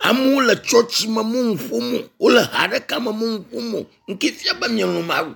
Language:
Ewe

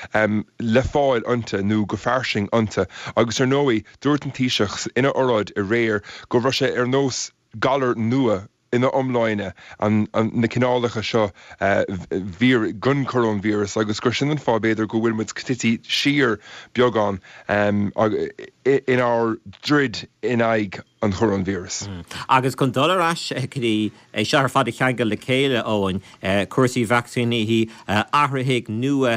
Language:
Irish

